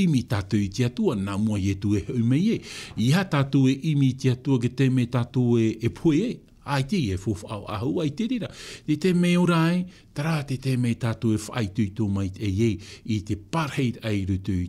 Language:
Tahitian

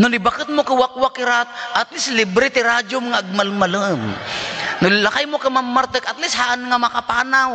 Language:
Iloko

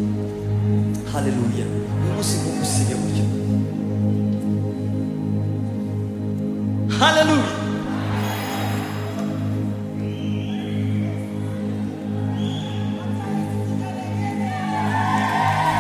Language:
Kinyarwanda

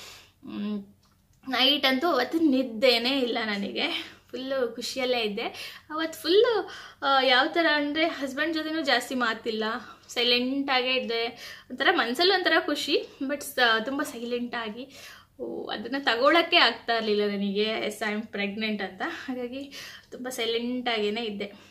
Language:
Kannada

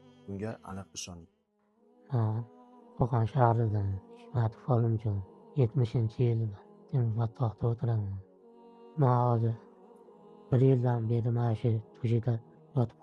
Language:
Uzbek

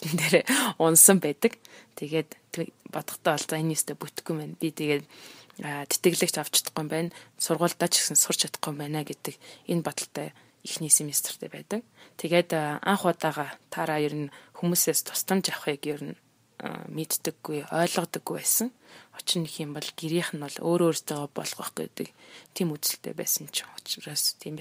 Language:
Mongolian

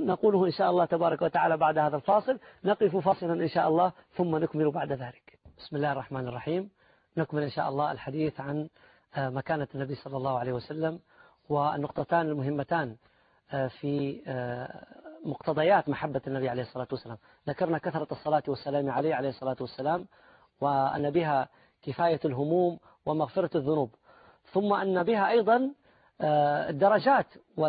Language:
Arabic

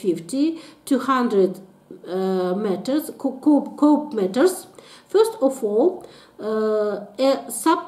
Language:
English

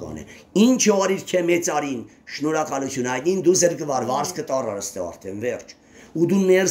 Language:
Armenian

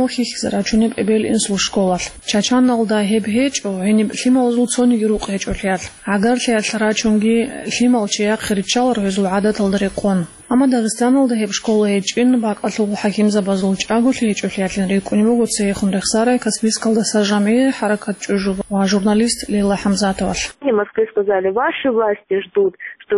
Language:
Avaric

